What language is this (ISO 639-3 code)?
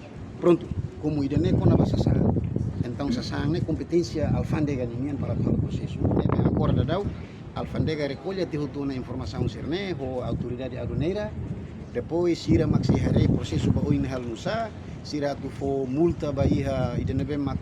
tet